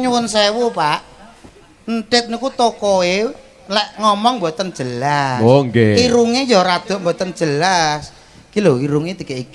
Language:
Javanese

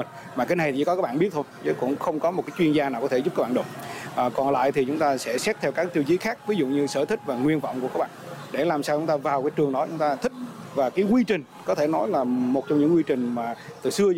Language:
Vietnamese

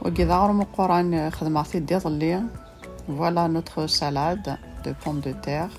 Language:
Kabyle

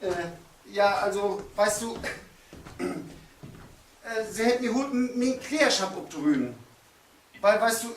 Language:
Low German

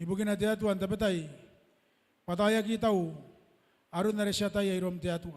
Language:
Gilbertese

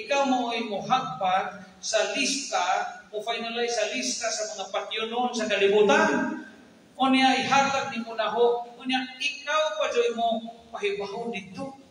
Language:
Cebuano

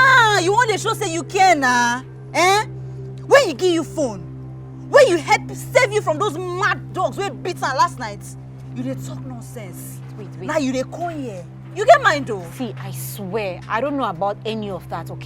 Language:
Nigerian Pidgin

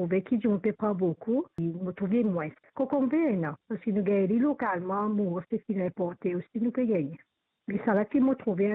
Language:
Morisyen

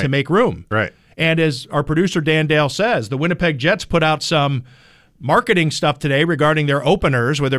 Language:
English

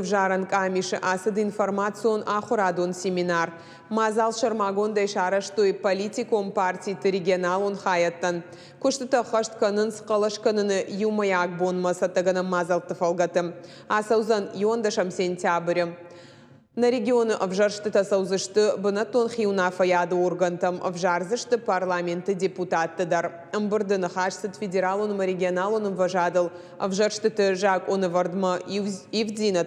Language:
Ossetic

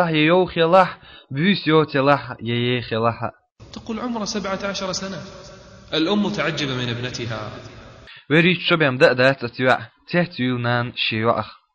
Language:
Chechen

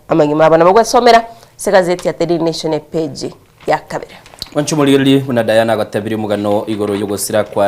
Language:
Gusii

